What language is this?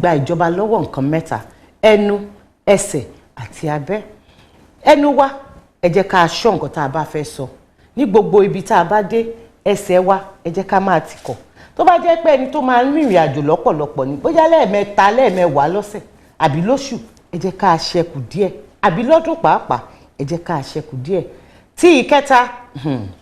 Yoruba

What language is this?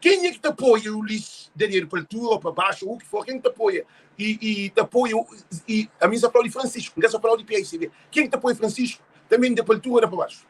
Kabuverdianu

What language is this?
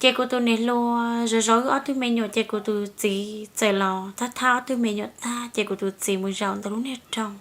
Hmong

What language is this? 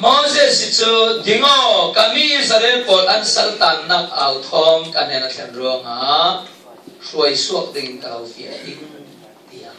Falam Chin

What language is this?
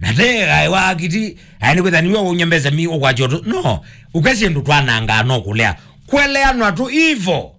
Kamba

